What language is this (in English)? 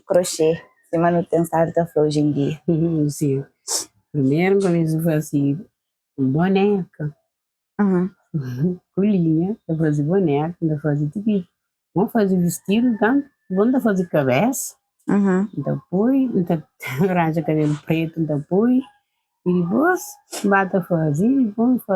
Kabuverdianu